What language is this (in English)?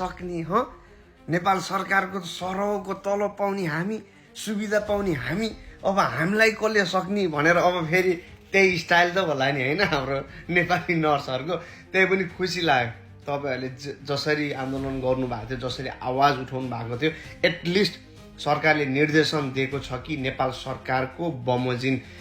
Nepali